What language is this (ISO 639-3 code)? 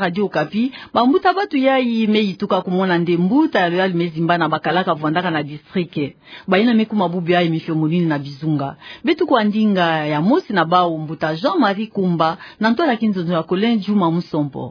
ktu